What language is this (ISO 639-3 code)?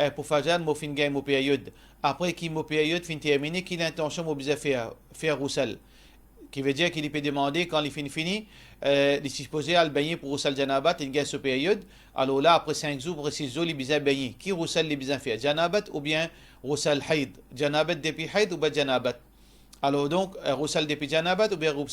mfe